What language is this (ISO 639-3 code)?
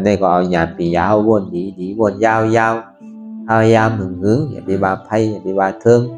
shn